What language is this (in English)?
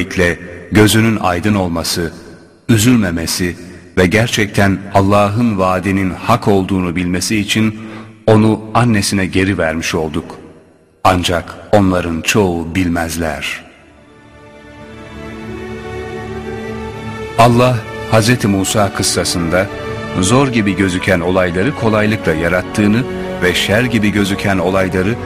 Turkish